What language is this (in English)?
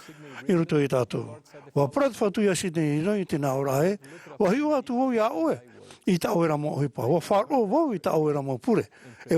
Tahitian